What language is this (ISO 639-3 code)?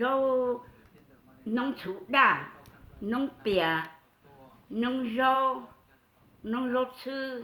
hmn